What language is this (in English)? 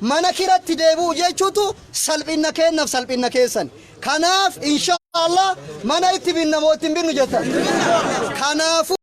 Oromo